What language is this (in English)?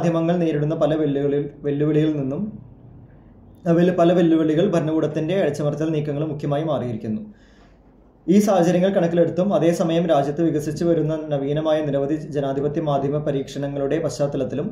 Malayalam